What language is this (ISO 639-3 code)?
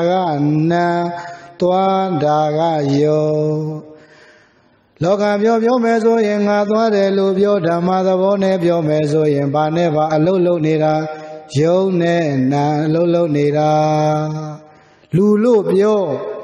mya